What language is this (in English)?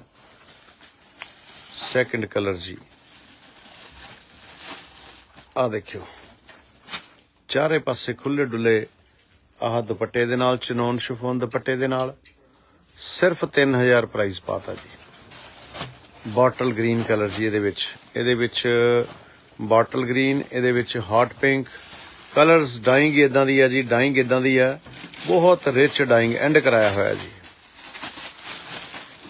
Punjabi